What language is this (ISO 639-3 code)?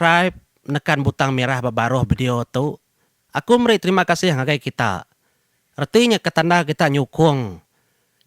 iba